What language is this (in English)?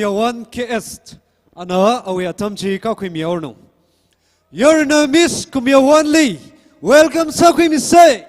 Tangkhul Naga (India)